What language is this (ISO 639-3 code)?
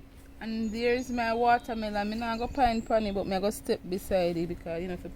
jam